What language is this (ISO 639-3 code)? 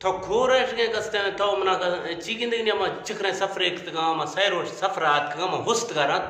bgp